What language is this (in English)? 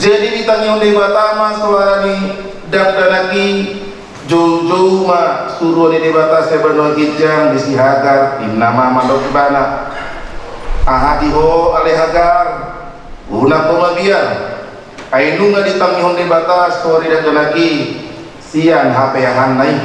Batak Toba